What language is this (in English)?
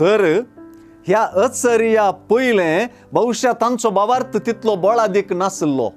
Konkani